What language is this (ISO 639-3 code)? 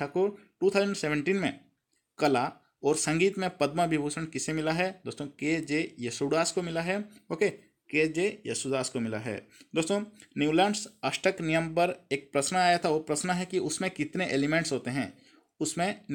hin